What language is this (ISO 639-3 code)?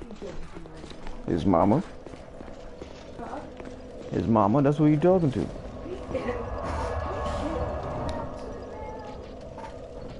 eng